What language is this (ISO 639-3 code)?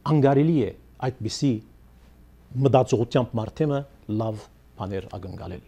hye